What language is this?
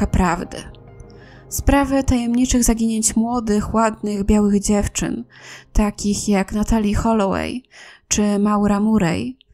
Polish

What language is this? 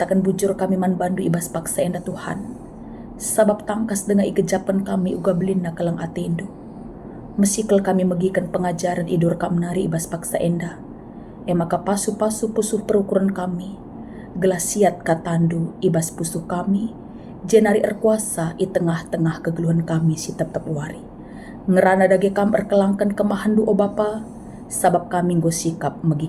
Batak Karo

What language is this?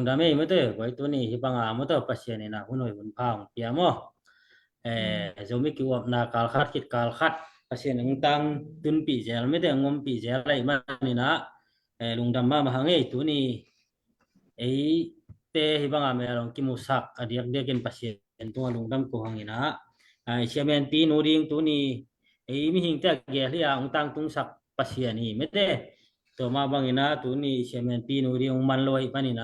Tedim Chin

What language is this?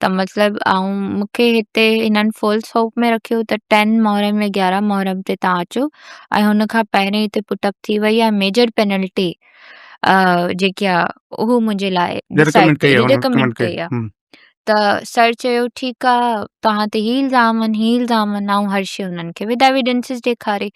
Sindhi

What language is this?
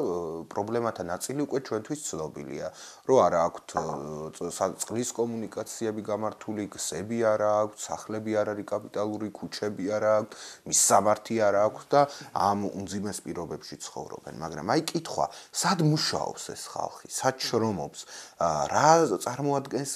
Georgian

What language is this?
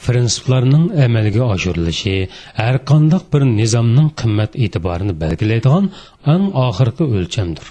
Uyghur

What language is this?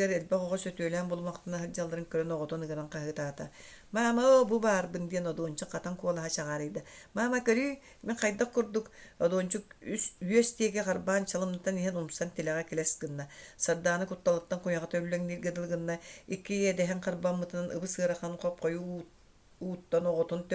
Yakut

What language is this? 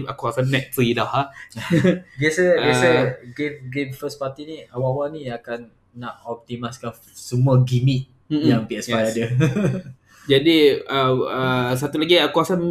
Malay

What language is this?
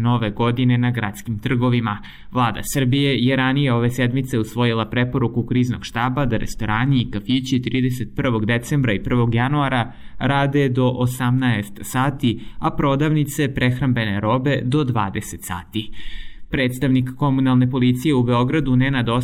Serbian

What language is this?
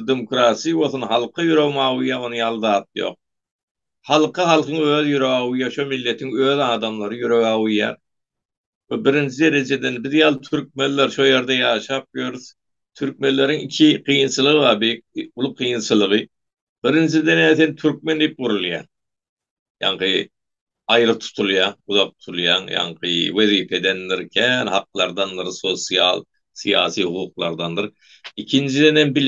Turkmen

